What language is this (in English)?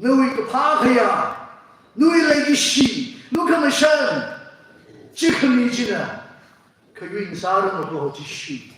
Tangkhul Naga (India)